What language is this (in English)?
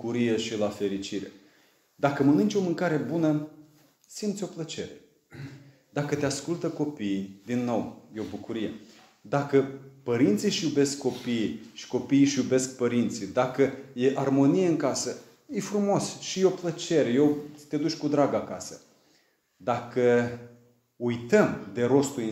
Romanian